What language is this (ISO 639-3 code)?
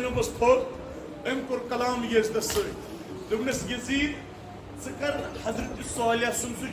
kas